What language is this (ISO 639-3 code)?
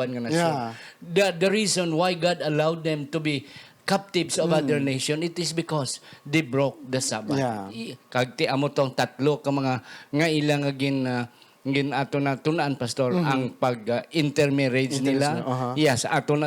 hil